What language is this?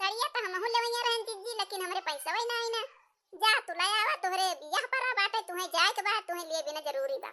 Awadhi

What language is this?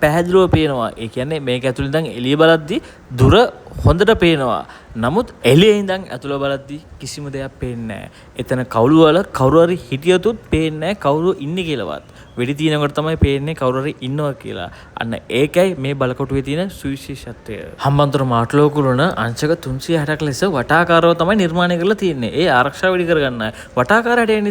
Sinhala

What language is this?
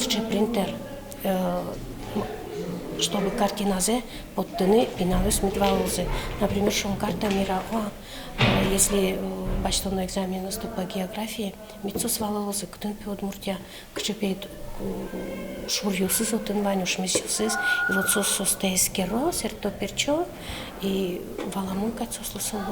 Udmurt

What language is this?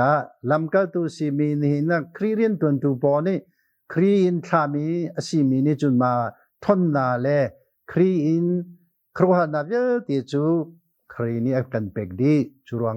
Hakha Chin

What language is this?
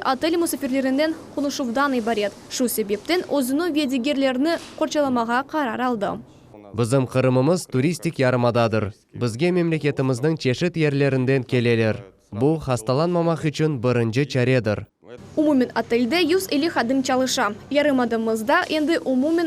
Crimean Tatar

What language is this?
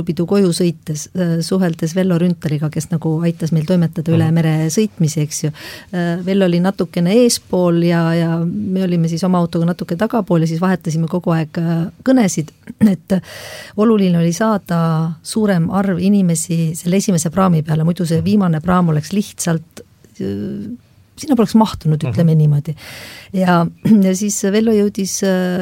Estonian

